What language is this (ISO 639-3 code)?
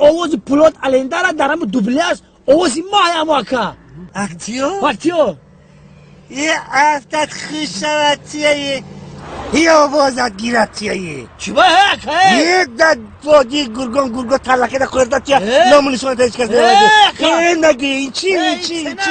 tgk